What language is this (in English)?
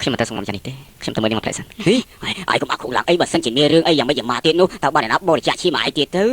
Khmer